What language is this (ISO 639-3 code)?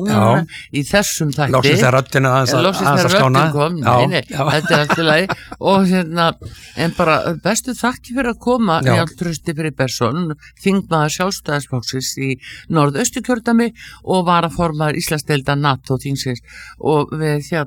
isl